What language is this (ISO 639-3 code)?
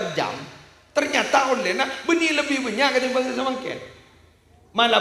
mad